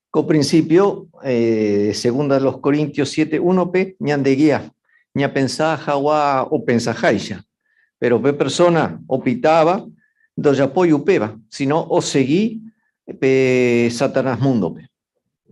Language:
Guarani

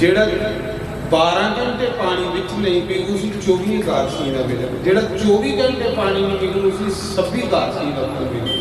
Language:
Dogri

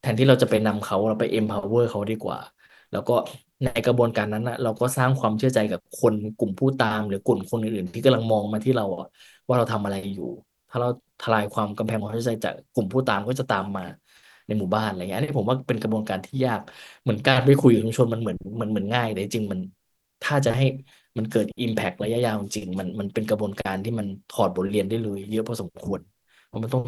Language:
Thai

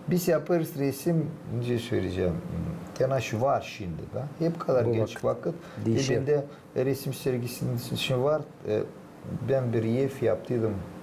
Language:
Gagauz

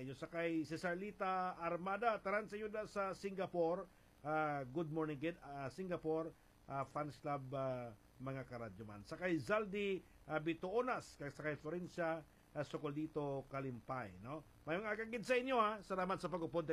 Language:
Hiligaynon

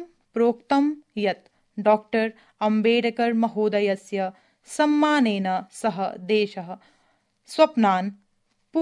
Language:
Sanskrit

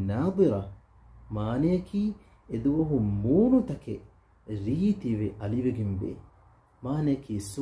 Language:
Divehi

